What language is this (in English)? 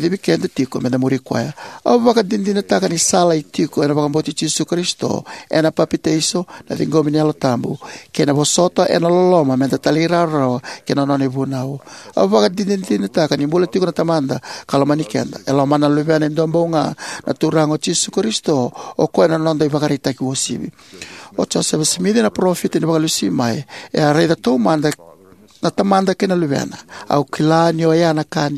Fijian